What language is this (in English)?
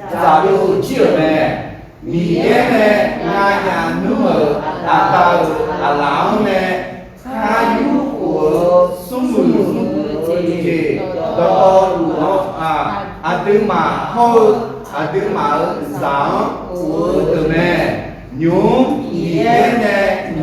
Akha